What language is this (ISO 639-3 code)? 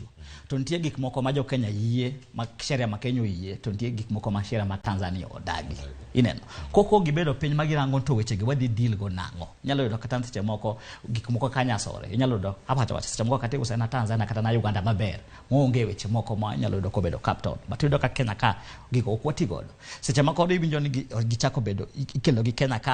luo